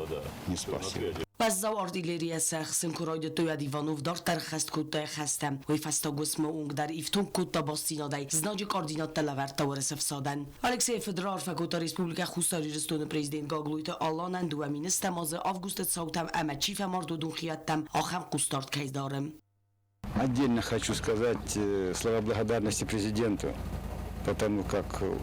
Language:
Ossetic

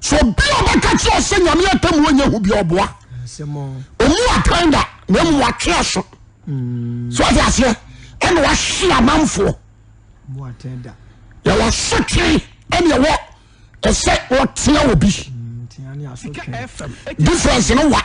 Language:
Akan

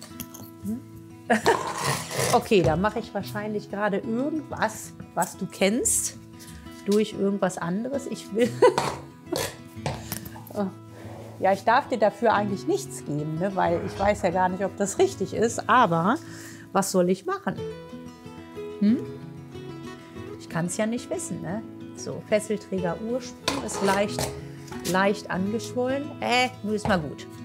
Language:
German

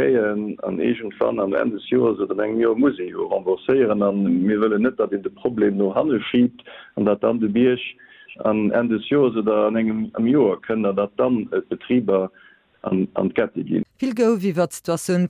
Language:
Luxembourgish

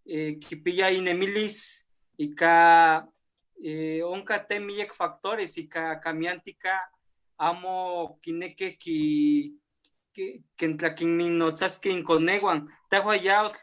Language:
Eastern Huasteca Nahuatl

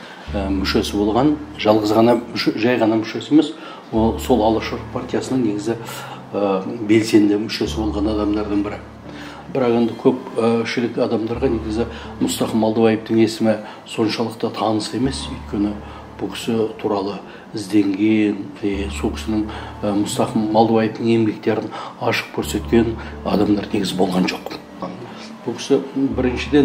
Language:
Kazakh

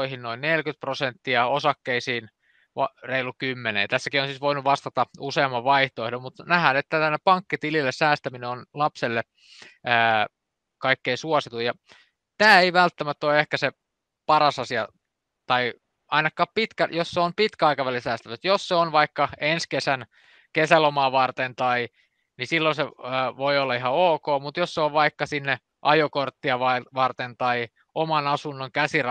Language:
Finnish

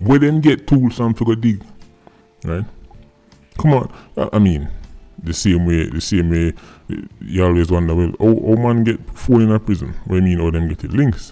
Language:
Jamaican Creole English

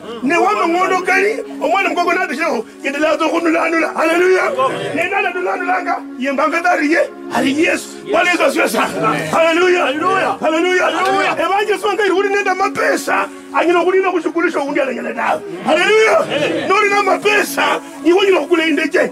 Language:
Kabras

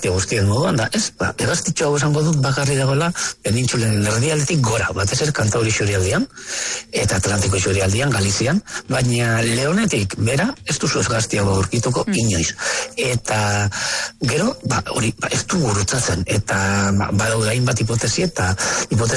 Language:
Basque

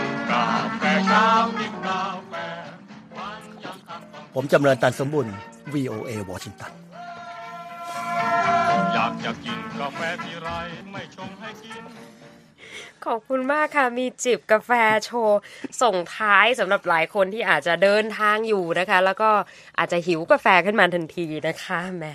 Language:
Thai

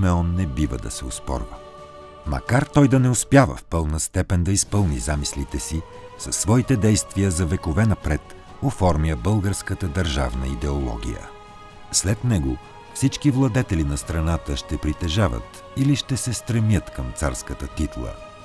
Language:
Bulgarian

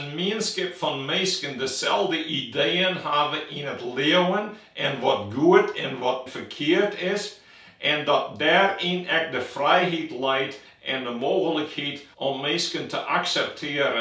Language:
Western Frisian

